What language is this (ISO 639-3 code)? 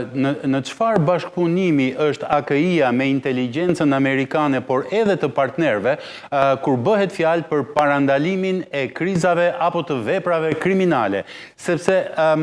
sqi